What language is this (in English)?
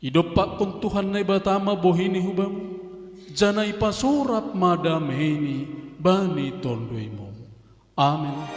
Batak Simalungun